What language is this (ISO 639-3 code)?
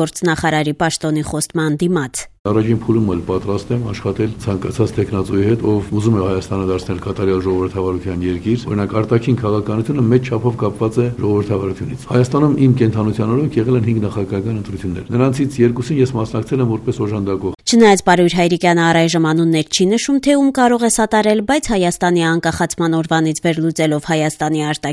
hye